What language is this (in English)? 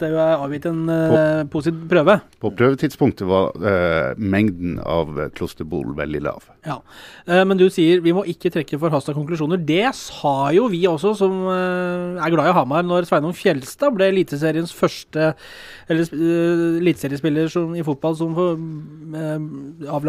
Norwegian